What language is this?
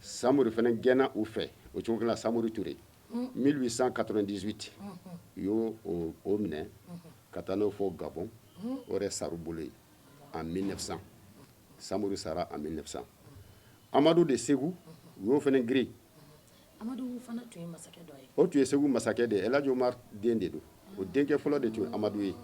Bambara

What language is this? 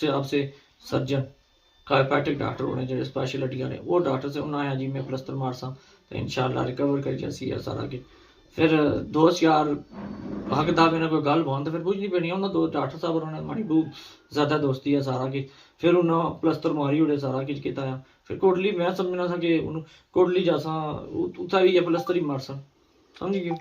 Pahari-Potwari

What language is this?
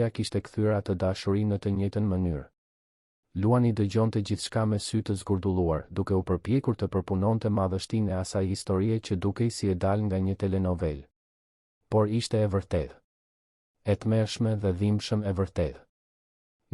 Albanian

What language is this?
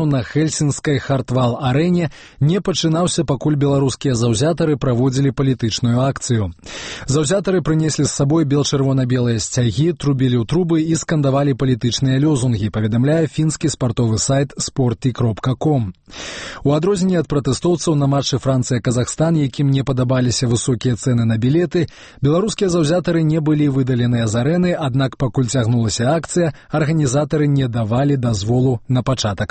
Belarusian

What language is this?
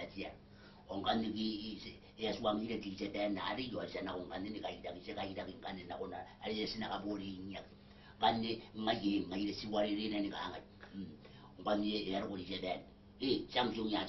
Gilbertese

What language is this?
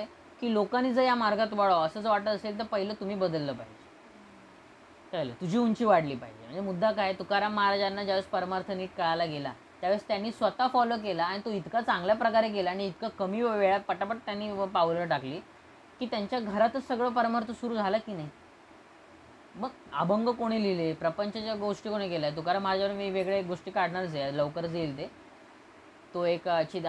Marathi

